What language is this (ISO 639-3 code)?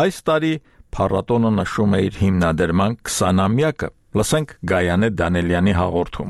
hye